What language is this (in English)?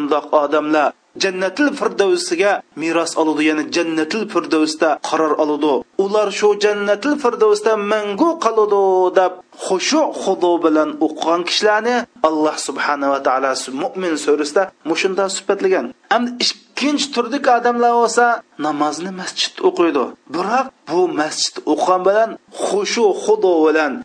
Uyghur